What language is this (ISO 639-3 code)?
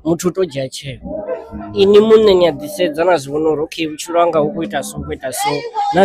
ven